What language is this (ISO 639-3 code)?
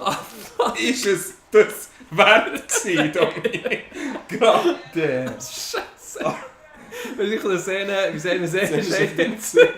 gsw